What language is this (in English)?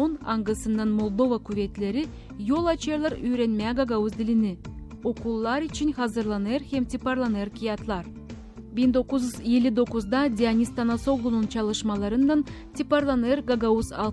Gagauz